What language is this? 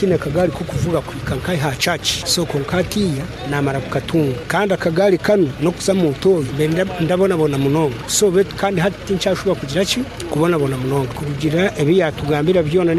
Nyoro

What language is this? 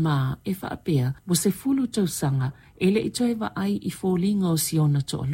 Samoan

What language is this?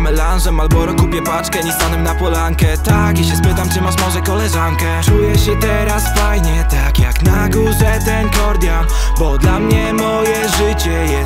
Polish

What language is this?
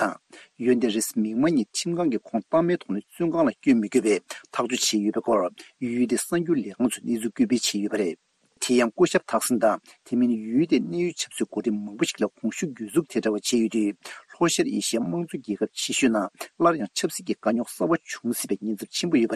Tibetan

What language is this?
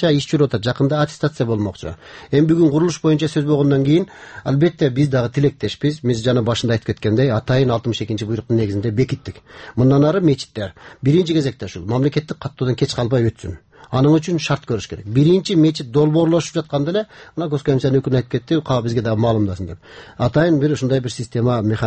Kyrgyz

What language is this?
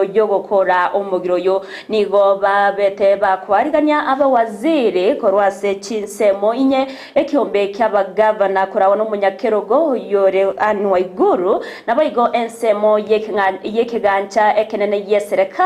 Gusii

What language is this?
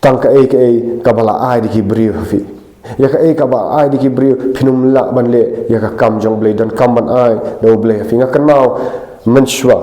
Khasi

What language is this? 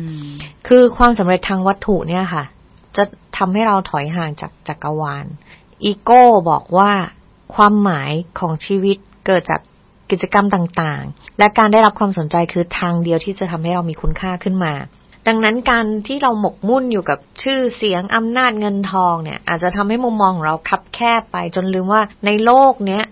Thai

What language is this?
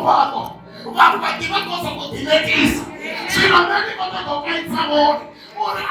Venda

